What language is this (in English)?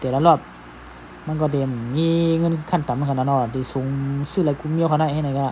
Shan